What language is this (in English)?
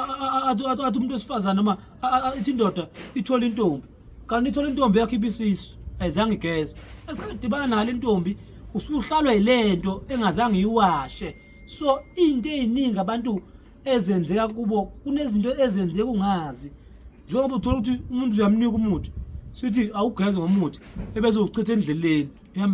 Zulu